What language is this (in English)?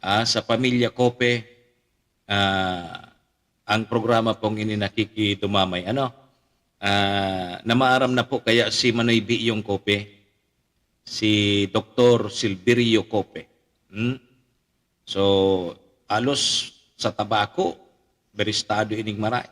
Bikol